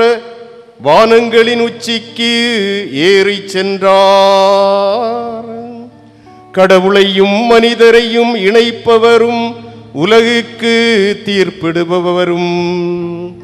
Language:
Tamil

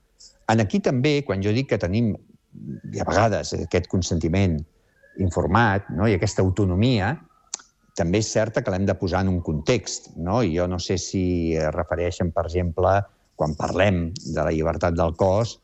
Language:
Catalan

